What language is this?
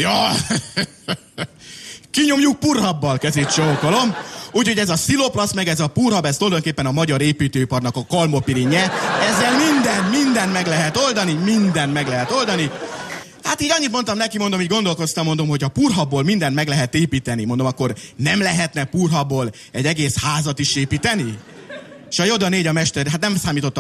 Hungarian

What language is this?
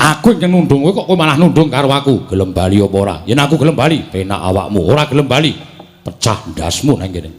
Javanese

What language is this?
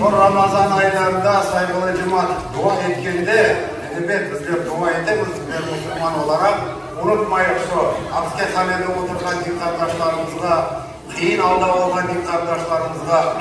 Crimean Tatar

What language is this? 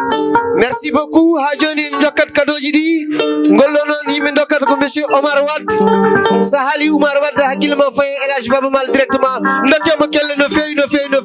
Fula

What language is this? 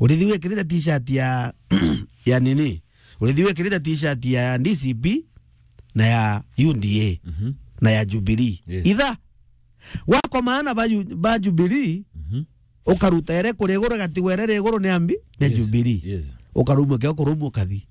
Meru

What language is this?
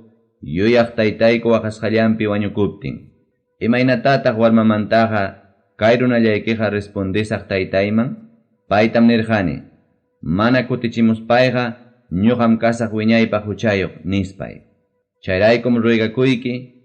Ayacucho Quechua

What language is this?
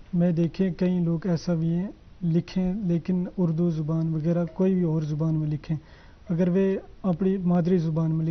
Gujari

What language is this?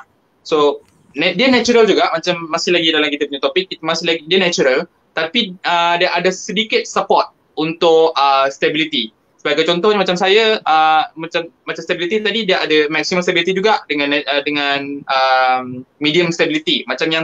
Malay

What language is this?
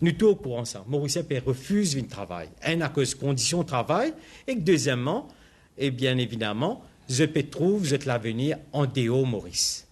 Morisyen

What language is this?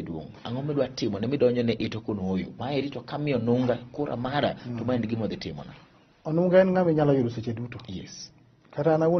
Luo (Kenya and Tanzania)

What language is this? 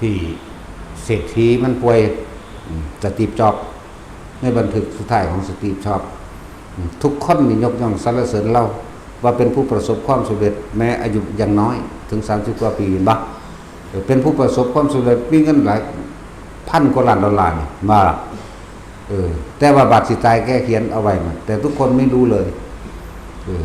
Northeastern Thai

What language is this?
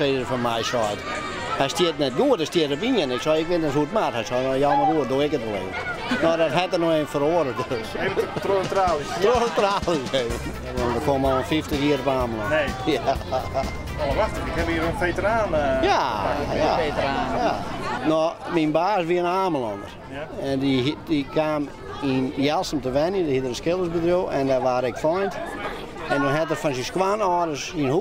Western Frisian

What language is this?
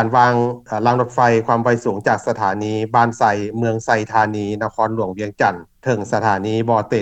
Lao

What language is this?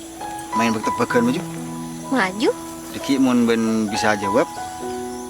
Madurese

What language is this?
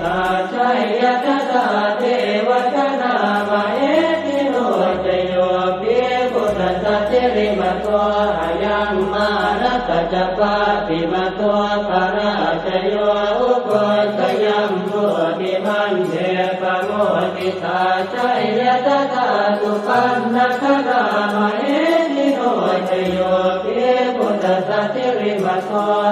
Pali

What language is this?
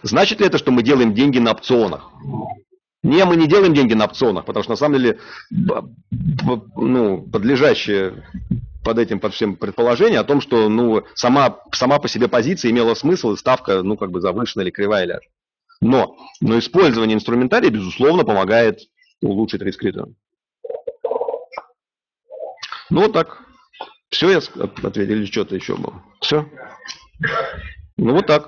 Russian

